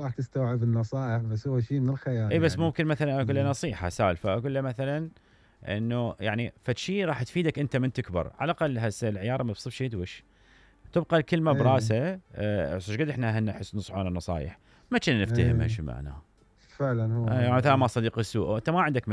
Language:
Mesopotamian Arabic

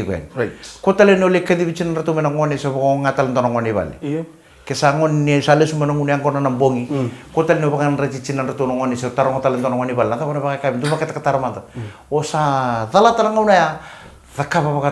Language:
Fijian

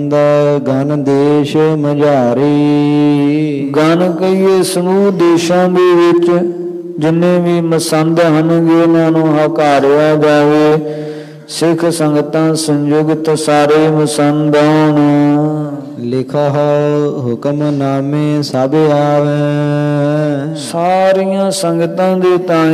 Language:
Punjabi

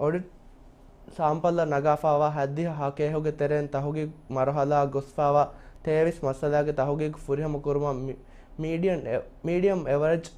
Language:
Divehi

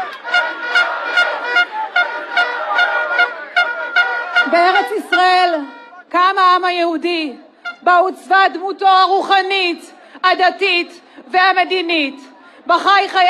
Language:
Hebrew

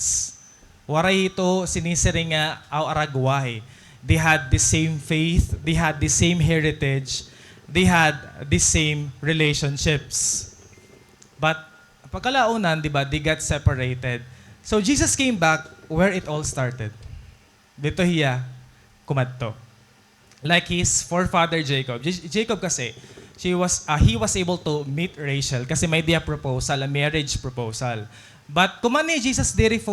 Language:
Waray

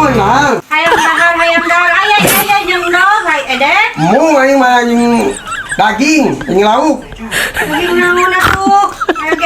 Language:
Sundanese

